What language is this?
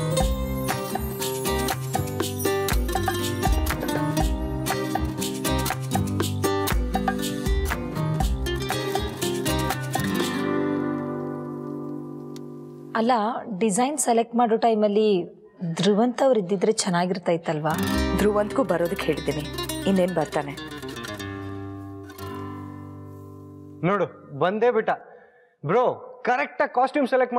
Kannada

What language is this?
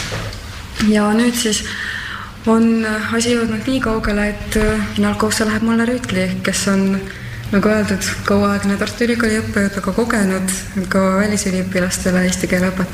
Estonian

